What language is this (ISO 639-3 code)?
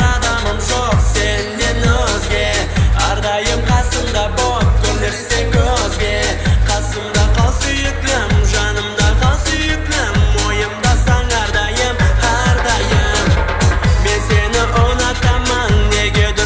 kaa